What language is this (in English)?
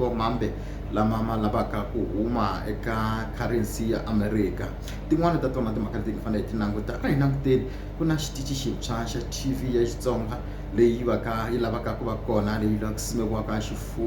Tsonga